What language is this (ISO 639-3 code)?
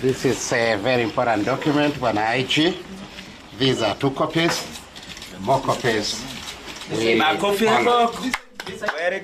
guz